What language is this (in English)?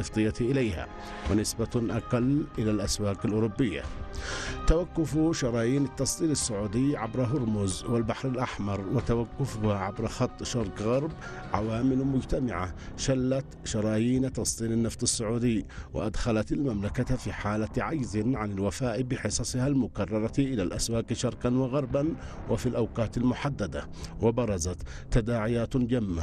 Arabic